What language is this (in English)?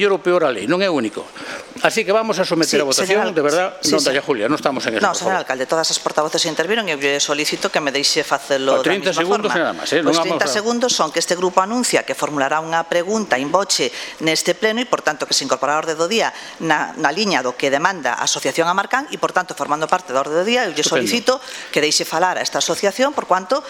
Galician